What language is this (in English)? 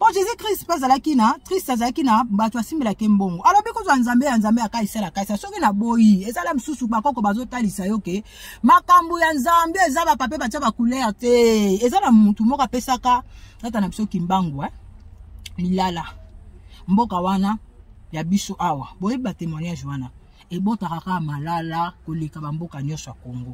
Lingala